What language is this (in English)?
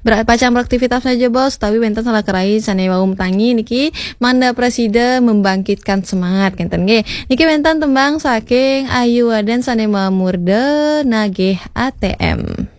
Balinese